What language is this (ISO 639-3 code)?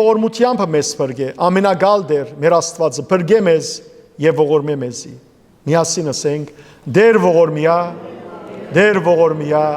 hyw